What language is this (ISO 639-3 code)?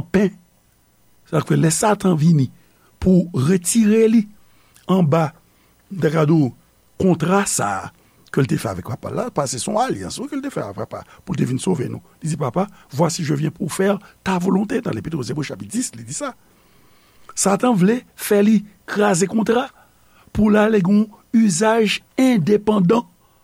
hat